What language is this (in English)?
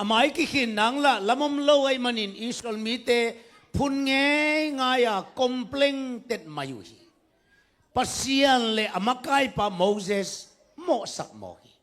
Tedim Chin